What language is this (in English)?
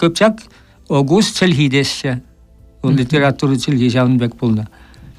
Chuvash